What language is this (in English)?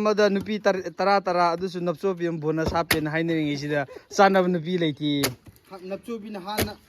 Manipuri